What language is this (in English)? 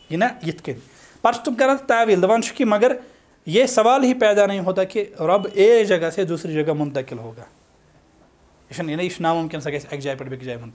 Kashmiri